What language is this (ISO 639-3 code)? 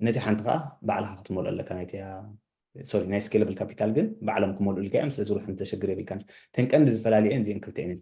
tir